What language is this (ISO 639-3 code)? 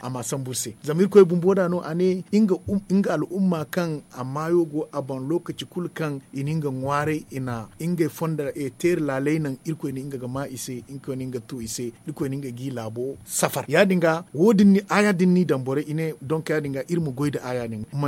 dje